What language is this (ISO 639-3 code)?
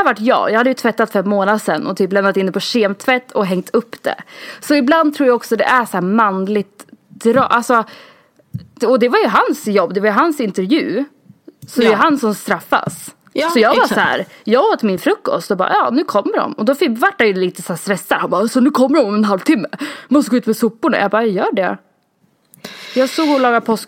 swe